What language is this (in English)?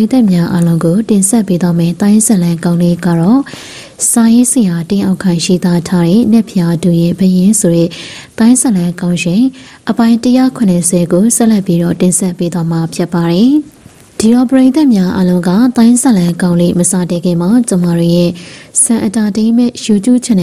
Burmese